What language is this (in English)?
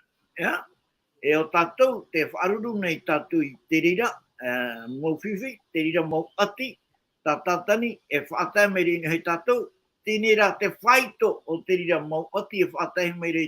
Tahitian